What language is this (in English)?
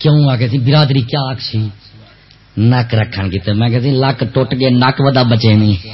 Saraiki